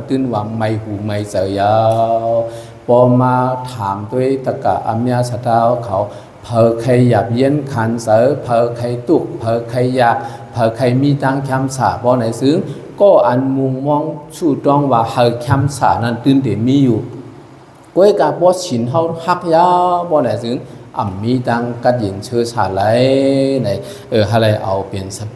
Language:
Shan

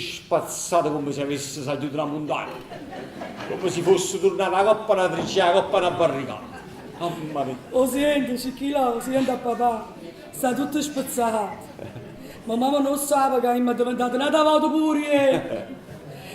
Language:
Neapolitan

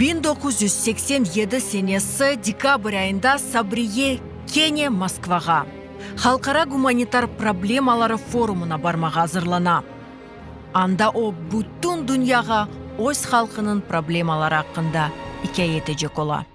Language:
Crimean Tatar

